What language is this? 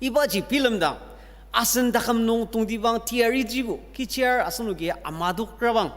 Ao Naga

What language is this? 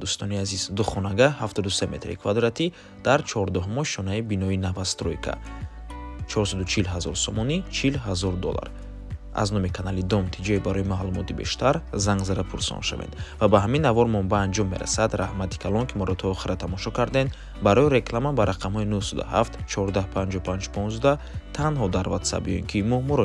Tajik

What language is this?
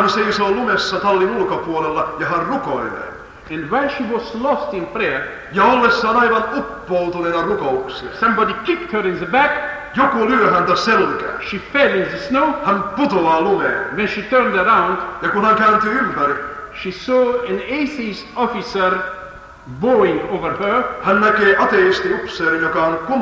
Finnish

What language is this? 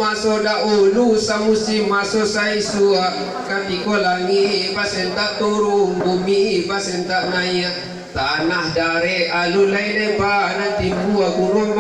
Minangkabau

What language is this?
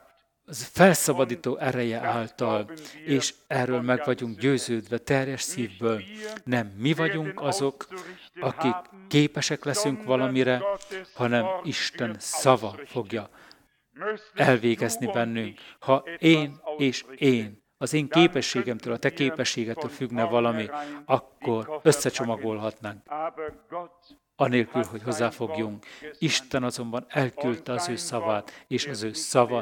Hungarian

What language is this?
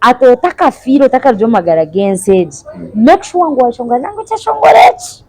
Nyankole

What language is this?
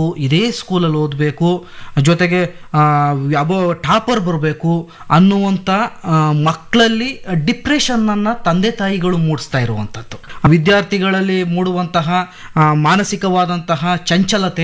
Kannada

